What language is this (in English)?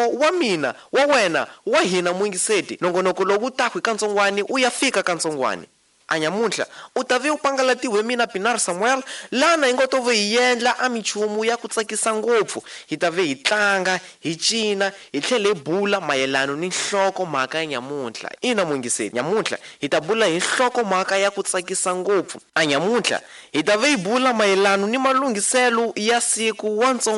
Tsonga